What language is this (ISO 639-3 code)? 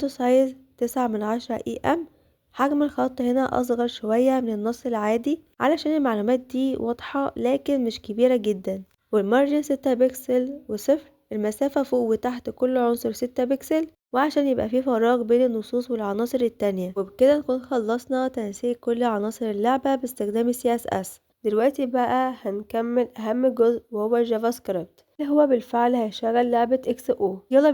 arz